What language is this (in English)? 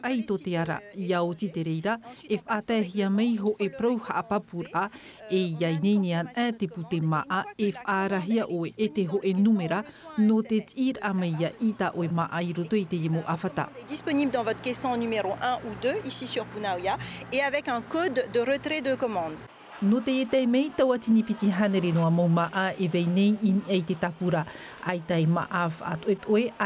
Tahitian